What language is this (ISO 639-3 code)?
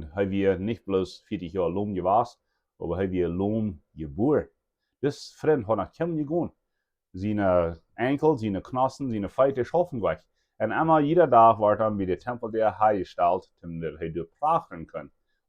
pdt